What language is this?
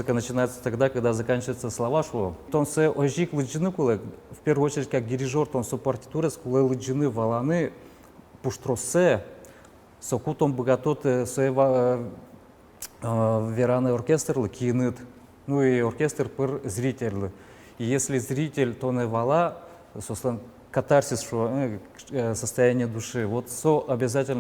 Udmurt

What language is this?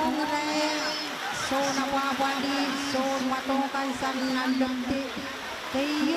Pohnpeian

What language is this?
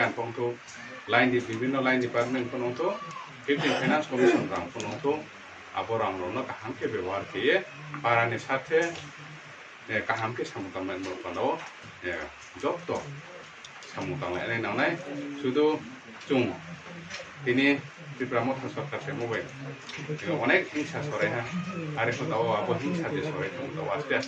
Riang (India)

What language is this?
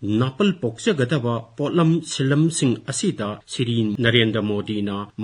Manipuri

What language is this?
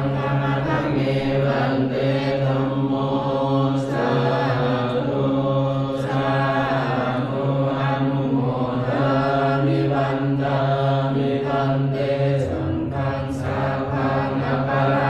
Pali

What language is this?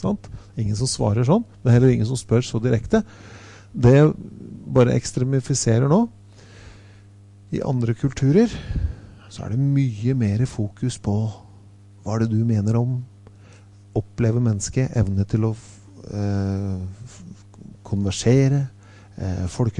Norwegian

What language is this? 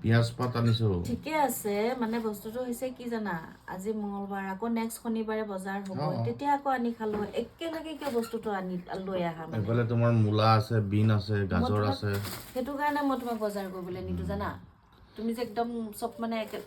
Assamese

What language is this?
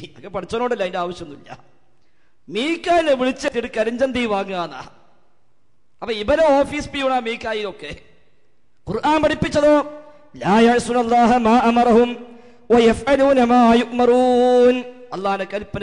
Malayalam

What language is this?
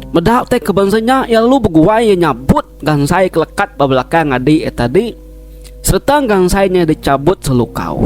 Iban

